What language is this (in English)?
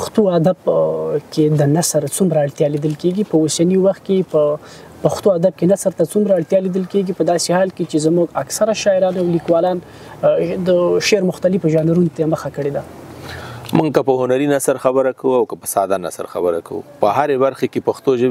Pashto